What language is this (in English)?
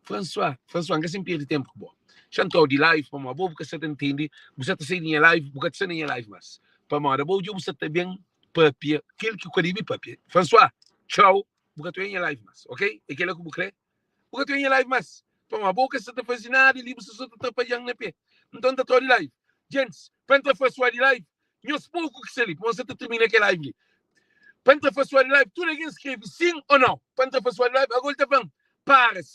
Kabuverdianu